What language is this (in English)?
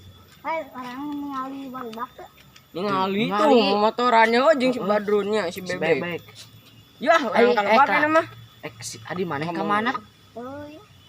Sundanese